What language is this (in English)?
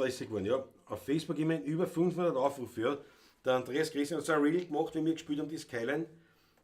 Bavarian